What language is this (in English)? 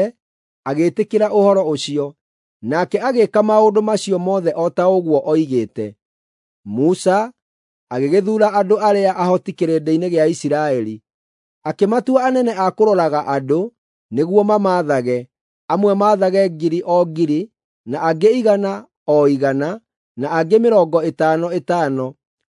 Kikuyu